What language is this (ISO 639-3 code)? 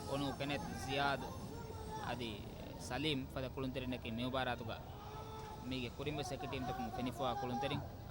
div